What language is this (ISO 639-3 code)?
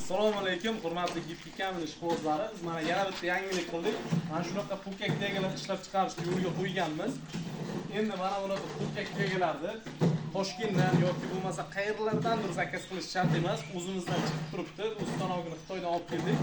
uzb